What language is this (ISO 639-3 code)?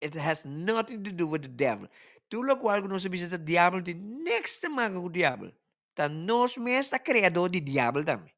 pap